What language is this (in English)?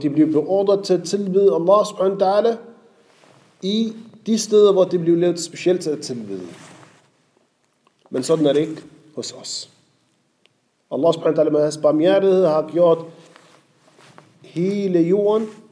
Danish